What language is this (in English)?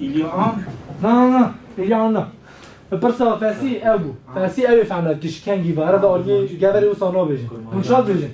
Kurdish